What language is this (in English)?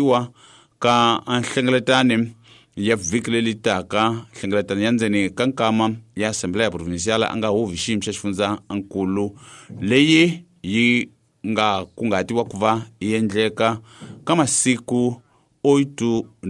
Tsonga